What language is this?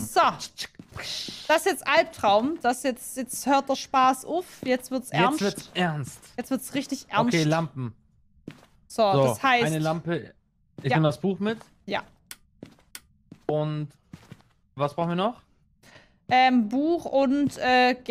German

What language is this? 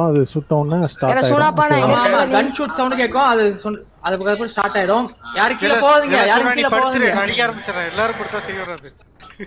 Tamil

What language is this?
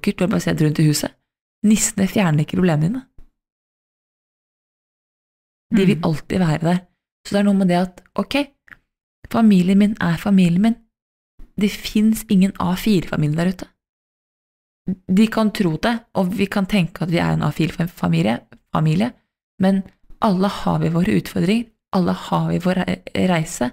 Norwegian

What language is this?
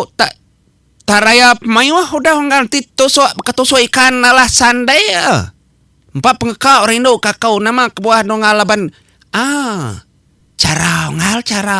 Iban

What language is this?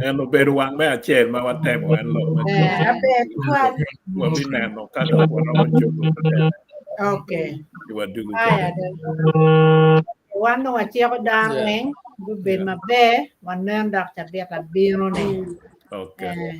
Acoli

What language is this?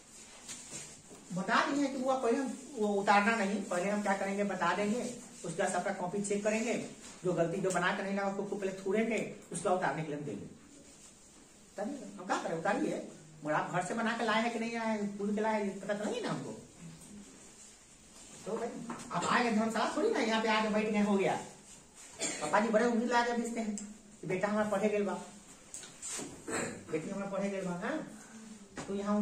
Hindi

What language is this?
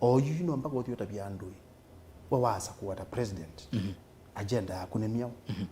Kamba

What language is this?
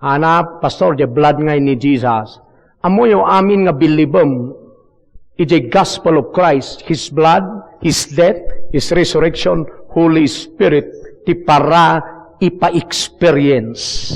Iloko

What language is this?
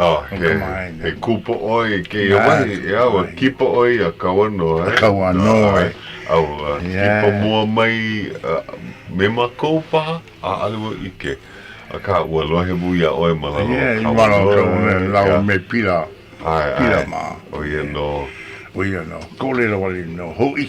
Hawaiian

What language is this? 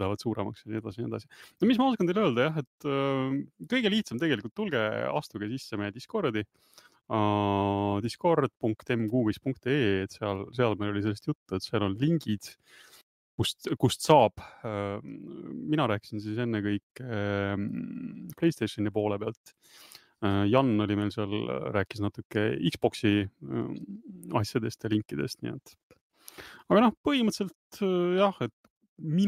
Estonian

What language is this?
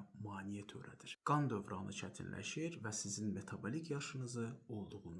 Azerbaijani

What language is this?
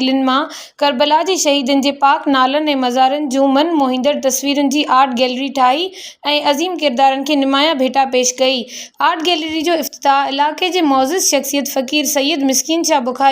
Sindhi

